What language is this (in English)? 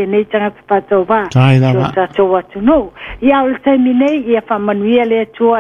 Samoan